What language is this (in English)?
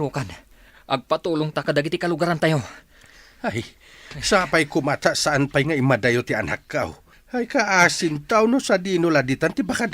Iloko